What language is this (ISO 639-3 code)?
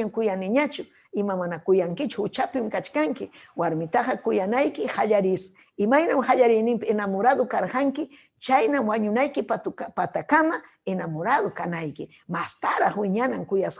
quy